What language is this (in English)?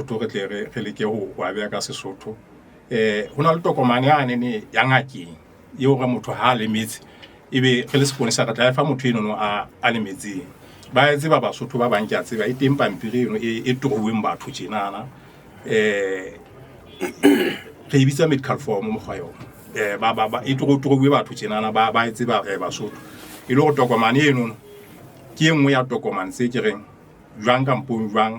Southern Sotho